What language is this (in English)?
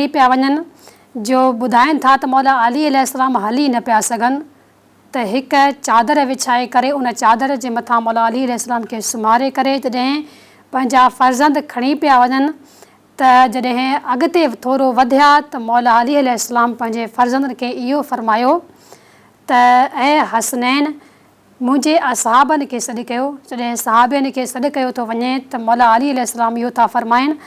Sindhi